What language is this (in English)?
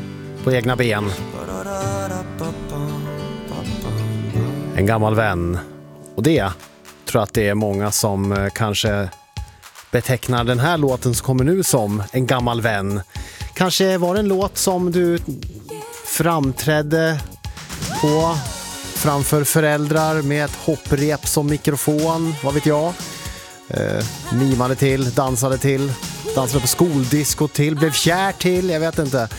Swedish